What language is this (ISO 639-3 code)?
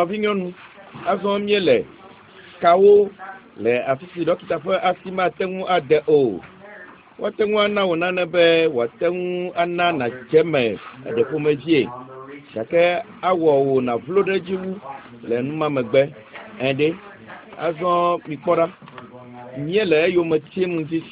ewe